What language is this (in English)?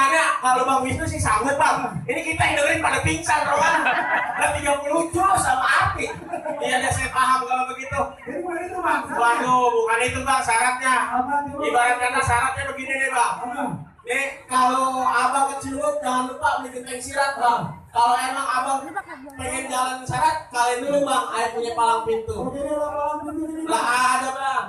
Betawi